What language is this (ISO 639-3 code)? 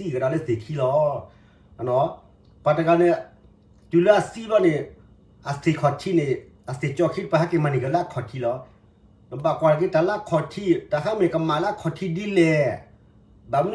ksw